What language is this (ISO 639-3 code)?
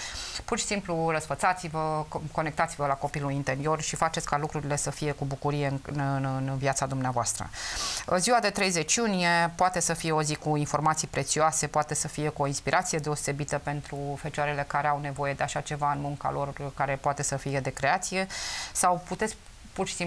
ron